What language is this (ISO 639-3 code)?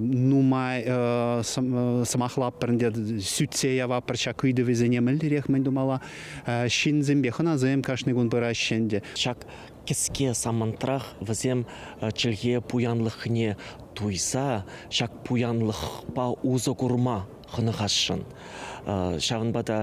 chv